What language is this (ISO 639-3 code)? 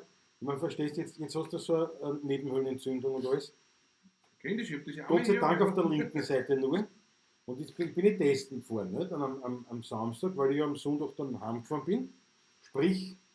bar